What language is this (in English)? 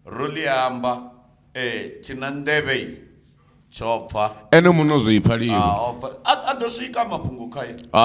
Venda